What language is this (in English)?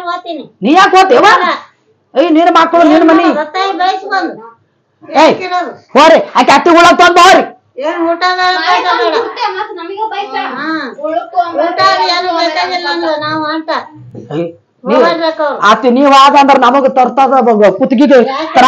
Kannada